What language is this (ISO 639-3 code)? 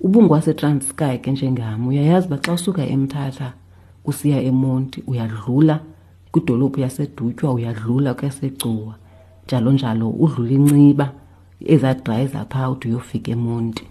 xho